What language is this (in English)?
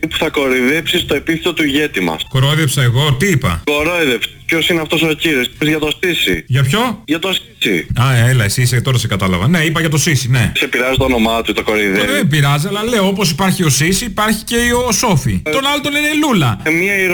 Greek